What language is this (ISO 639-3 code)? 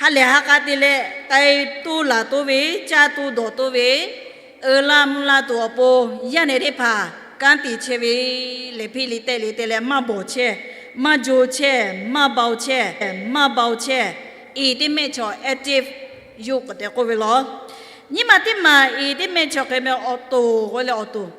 lhu